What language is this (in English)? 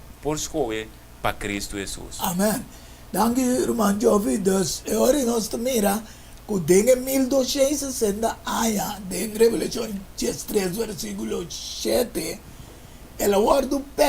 Papiamento